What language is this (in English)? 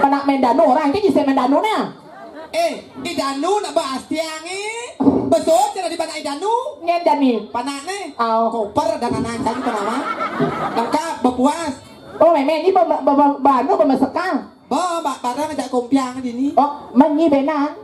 Balinese